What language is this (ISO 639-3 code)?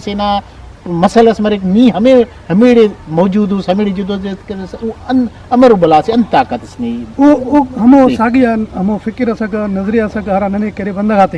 brh